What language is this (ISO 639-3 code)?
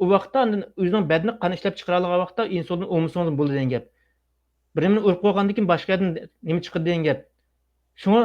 uig